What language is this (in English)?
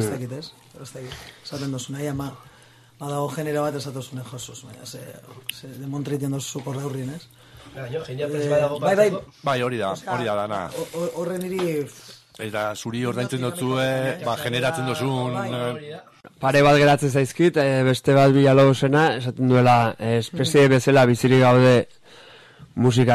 Basque